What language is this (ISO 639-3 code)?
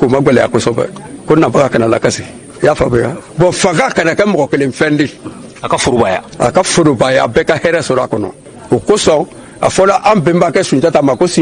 bam